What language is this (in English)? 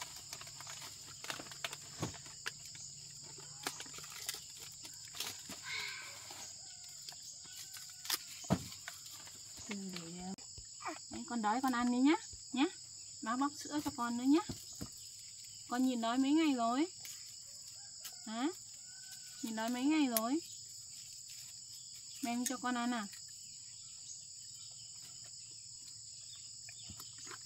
Vietnamese